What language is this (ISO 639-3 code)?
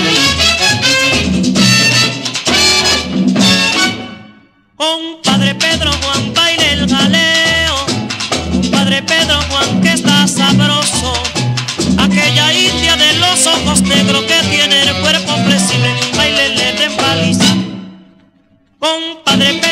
spa